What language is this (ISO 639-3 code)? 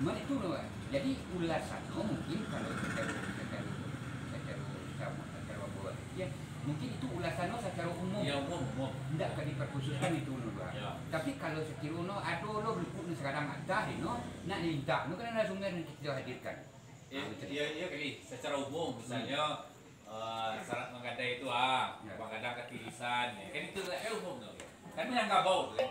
min